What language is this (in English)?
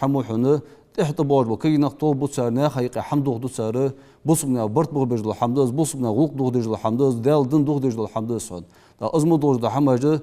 Ingush